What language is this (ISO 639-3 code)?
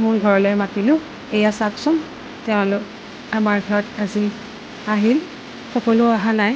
asm